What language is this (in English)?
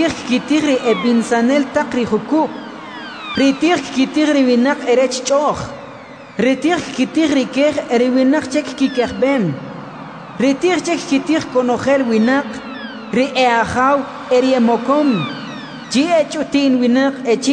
Kʼicheʼ